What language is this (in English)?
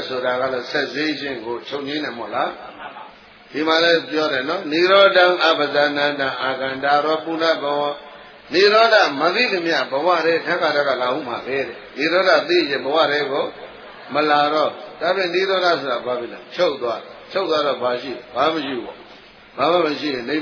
Burmese